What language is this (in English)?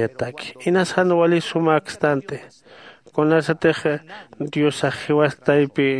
Aymara